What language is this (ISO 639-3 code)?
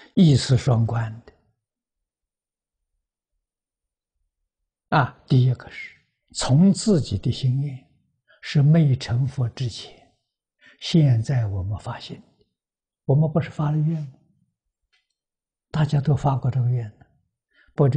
zho